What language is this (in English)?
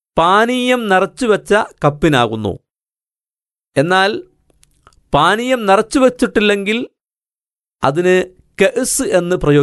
Malayalam